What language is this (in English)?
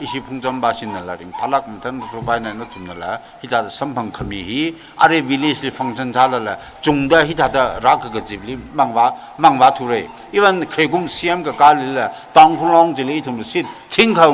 Tangkhul Naga (India)